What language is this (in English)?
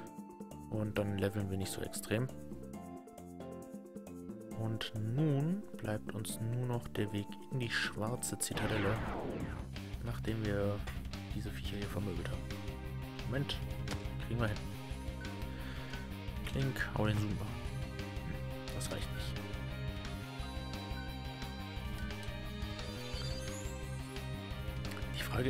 German